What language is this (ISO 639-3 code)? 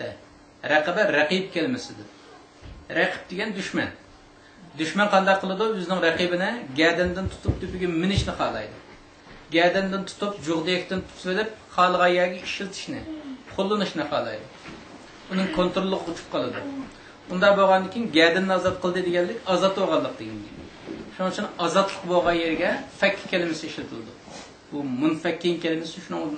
uig